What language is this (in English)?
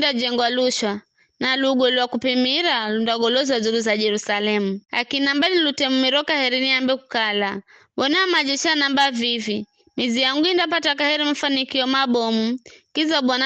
Giryama